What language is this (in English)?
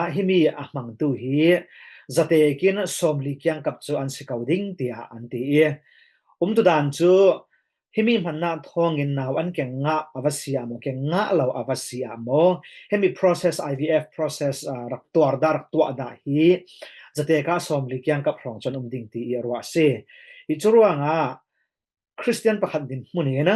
Falam Chin